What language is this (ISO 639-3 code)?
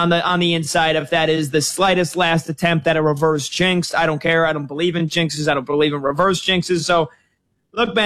eng